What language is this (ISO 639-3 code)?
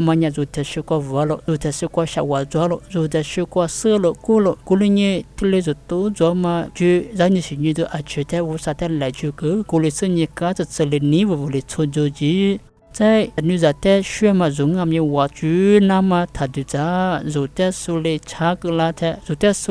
lis